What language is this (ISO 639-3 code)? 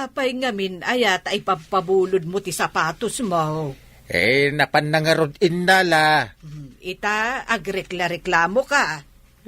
ilo